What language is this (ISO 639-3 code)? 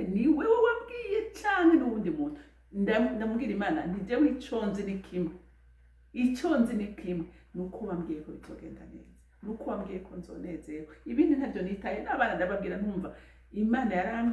run